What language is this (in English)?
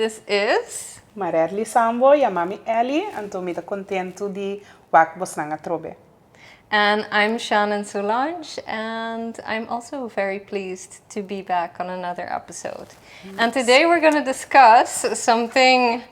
Papiamento